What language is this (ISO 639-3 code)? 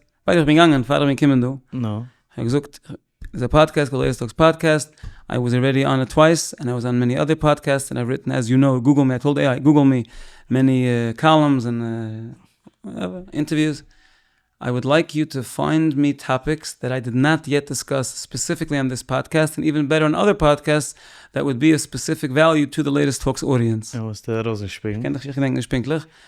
yid